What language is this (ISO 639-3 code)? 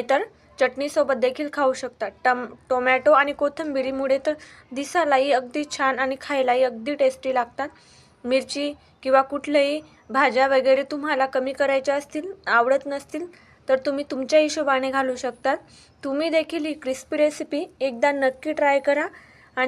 mar